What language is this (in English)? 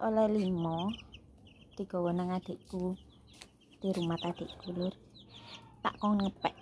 Javanese